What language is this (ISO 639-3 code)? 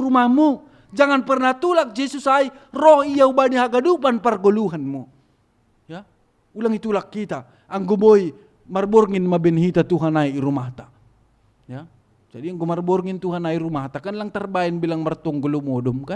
bts